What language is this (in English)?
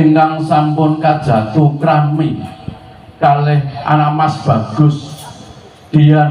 Javanese